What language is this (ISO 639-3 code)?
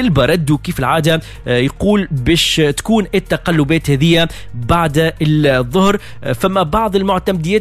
aeb